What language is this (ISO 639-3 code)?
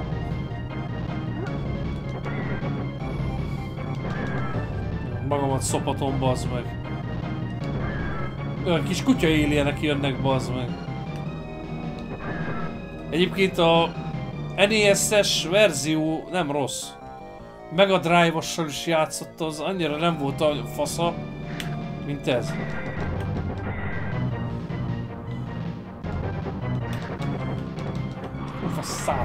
hun